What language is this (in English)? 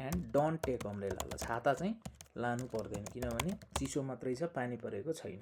Nepali